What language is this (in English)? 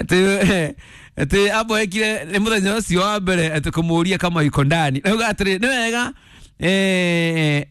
Kikuyu